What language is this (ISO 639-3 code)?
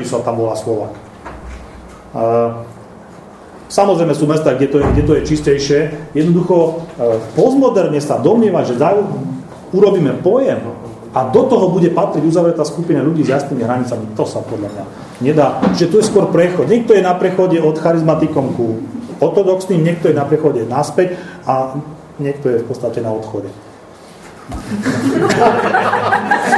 slk